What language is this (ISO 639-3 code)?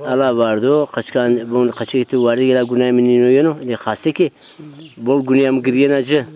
zza